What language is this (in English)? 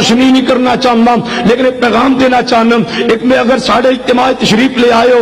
Urdu